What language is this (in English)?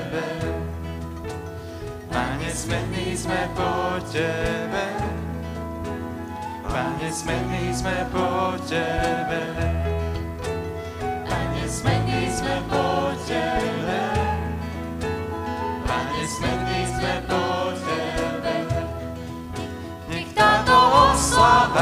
Slovak